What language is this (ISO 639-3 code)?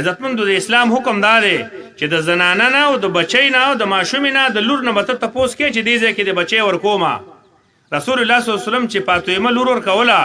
pus